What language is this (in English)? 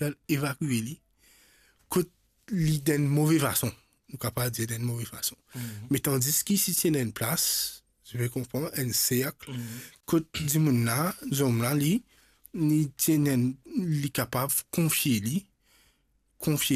Morisyen